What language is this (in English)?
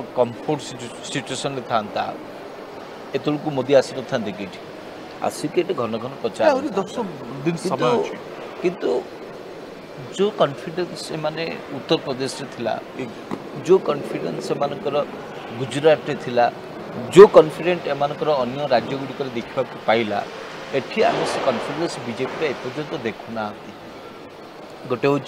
Odia